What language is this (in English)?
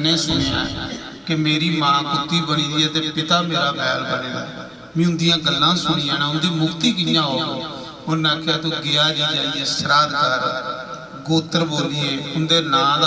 Dogri